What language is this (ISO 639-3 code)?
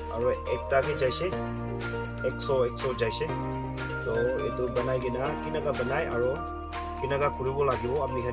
nag